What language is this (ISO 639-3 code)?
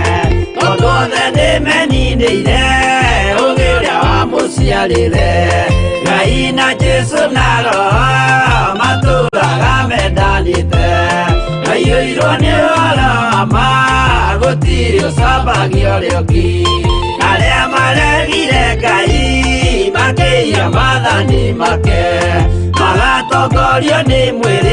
kik